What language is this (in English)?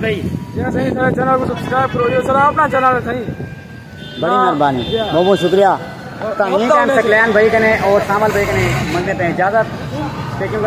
Saraiki